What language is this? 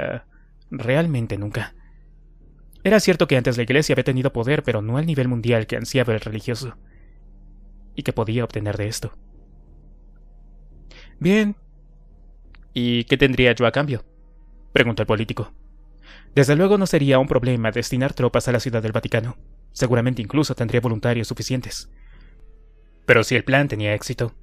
Spanish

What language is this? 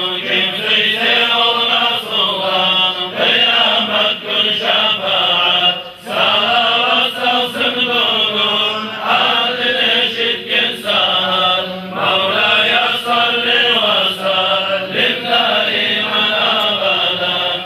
Kumyk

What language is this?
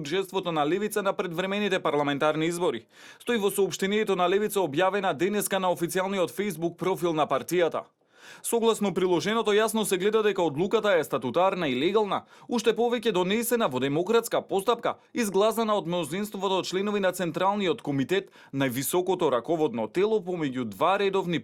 Macedonian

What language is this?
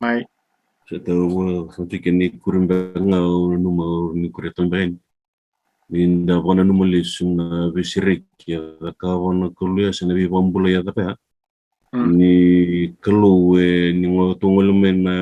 Fijian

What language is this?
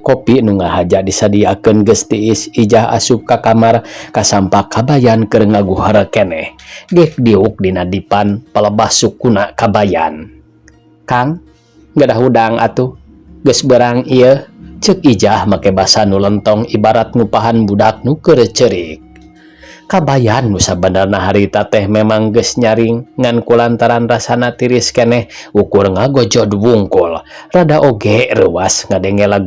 Sundanese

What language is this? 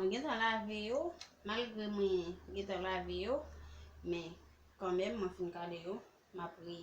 Haitian Creole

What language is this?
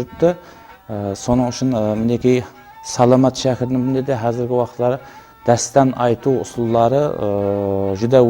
Kara-Kalpak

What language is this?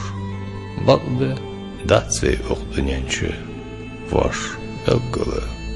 Ingush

